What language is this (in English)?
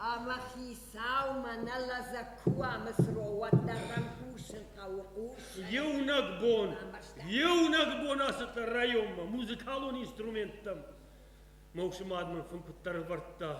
Ossetic